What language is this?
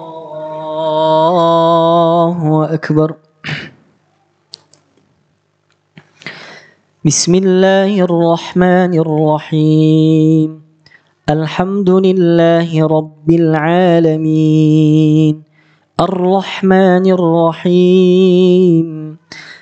Arabic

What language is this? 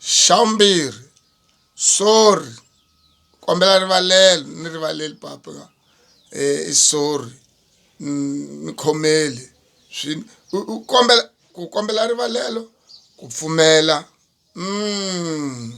Tsonga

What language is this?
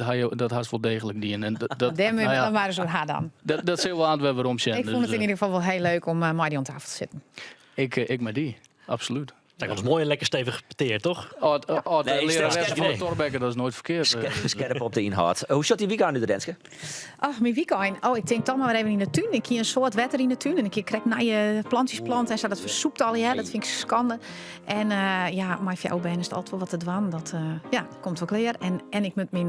Western Frisian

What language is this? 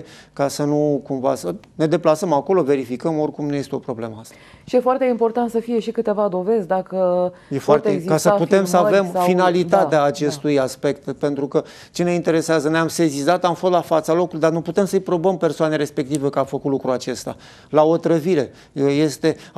Romanian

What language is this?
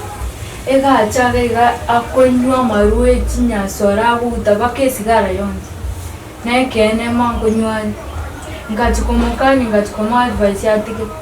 Gusii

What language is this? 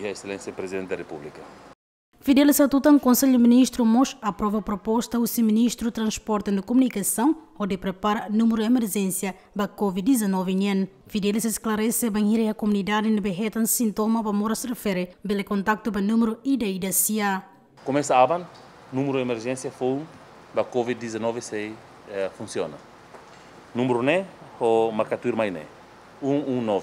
Tetum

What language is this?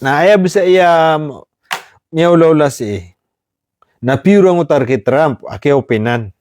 Maranao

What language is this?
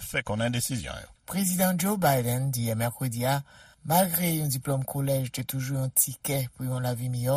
Haitian Creole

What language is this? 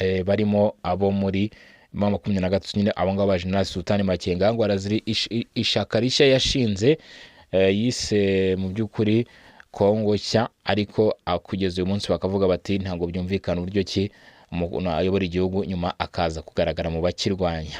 Kinyarwanda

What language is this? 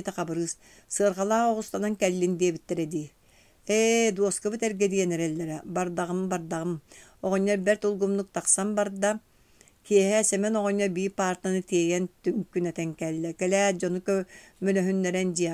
Yakut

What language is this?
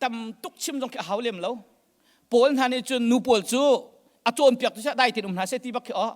Hakha Chin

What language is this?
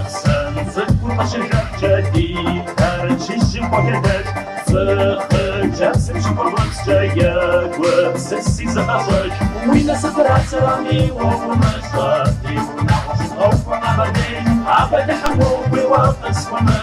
Kabardian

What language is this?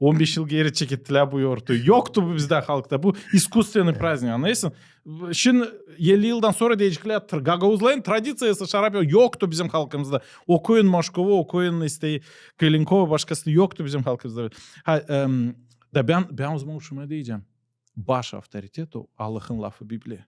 Gagauz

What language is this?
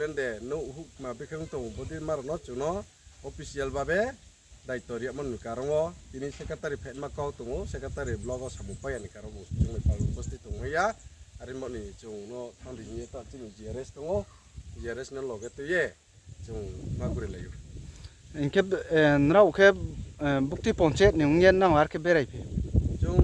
Riang (India)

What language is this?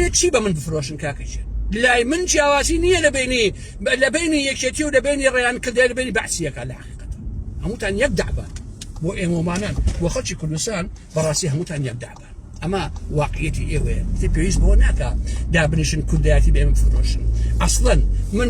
Central Kurdish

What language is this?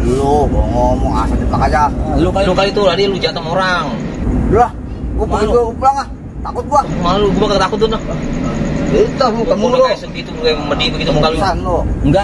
Betawi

